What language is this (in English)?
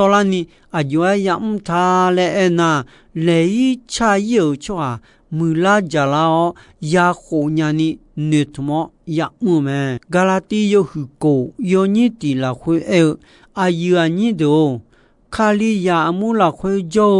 Akha